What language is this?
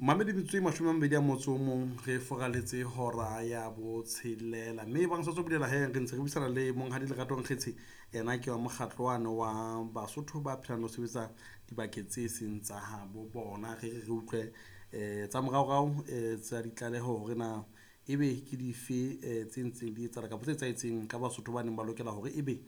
Southern Sotho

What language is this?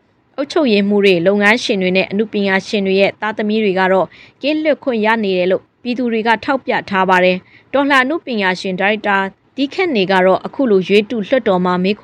Burmese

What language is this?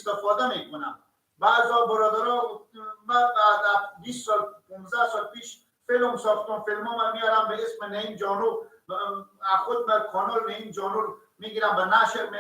Persian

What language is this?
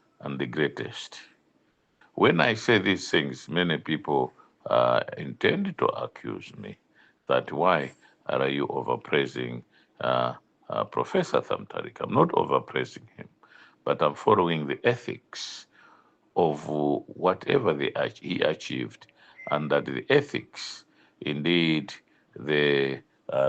Nyanja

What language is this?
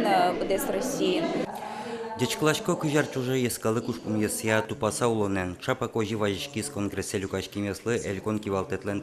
Udmurt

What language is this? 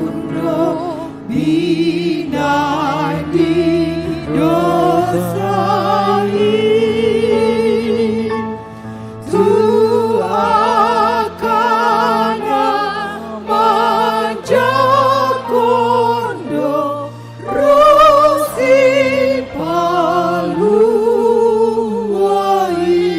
Batak Toba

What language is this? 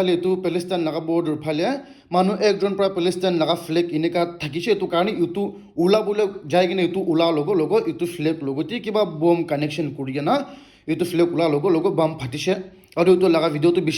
Naga Pidgin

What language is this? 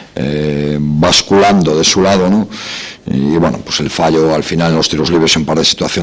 Spanish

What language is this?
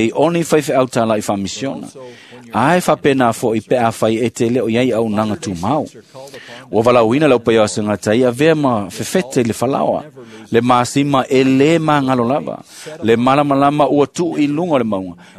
Samoan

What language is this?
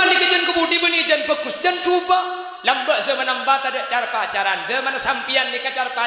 Madurese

